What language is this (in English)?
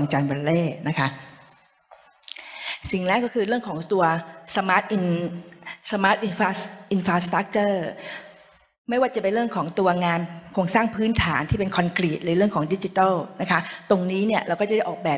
Thai